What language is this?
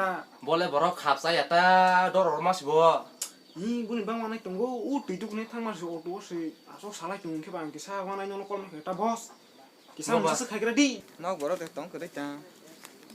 Kok Borok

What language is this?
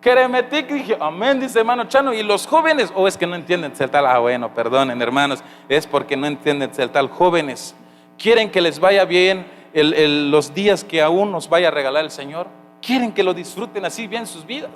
Tzeltal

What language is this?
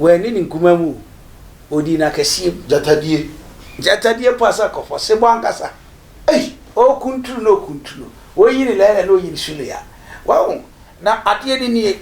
Akan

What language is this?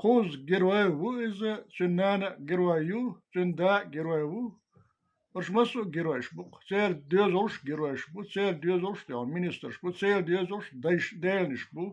Chechen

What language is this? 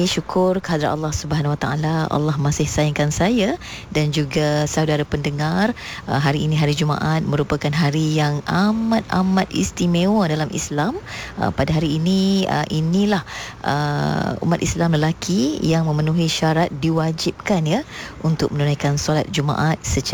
Malay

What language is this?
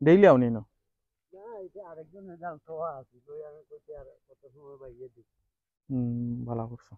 Sylheti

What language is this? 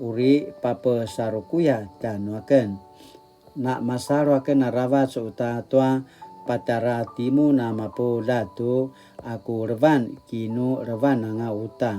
Paiwan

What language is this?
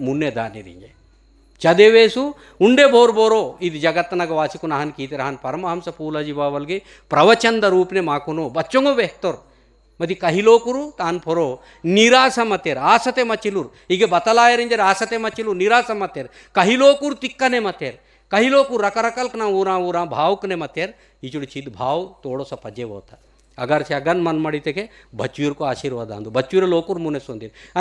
Gondi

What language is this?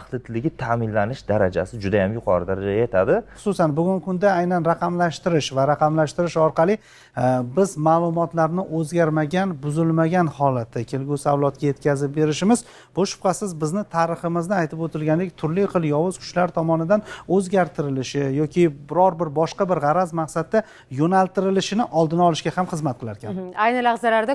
Uzbek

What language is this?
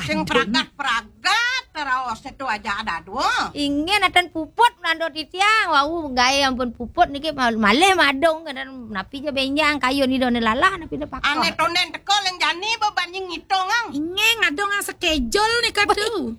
Balinese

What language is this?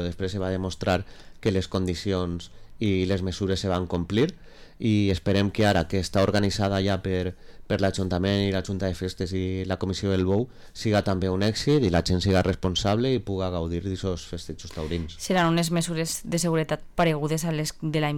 Catalan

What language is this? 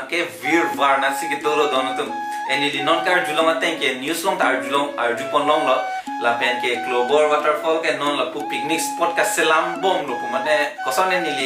Karbi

